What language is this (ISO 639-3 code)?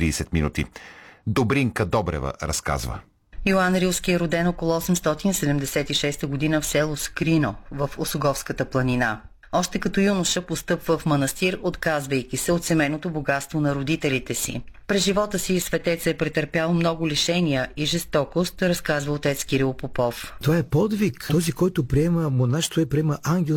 bul